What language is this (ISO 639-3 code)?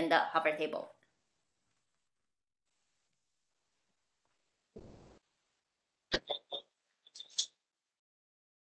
zho